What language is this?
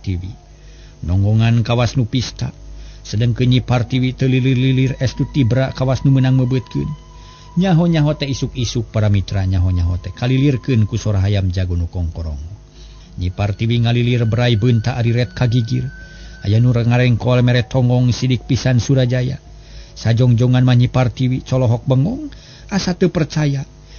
Sundanese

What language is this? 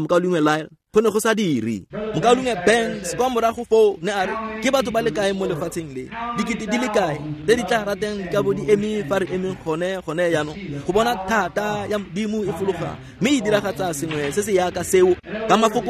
Tswana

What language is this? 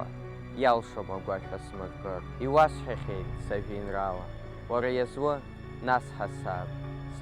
Abkhazian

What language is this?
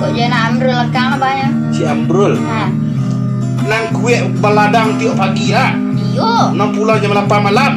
Minangkabau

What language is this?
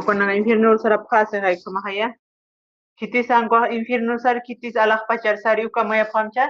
Aymara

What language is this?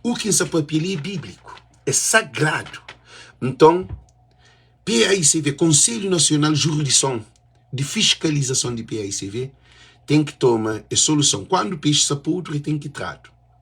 Kabuverdianu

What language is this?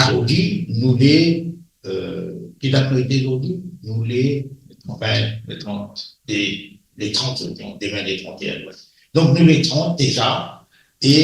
Morisyen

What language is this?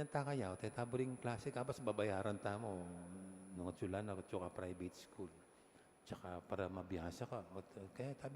Pampanga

